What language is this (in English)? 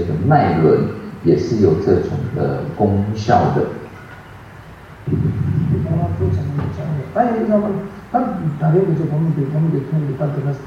Chinese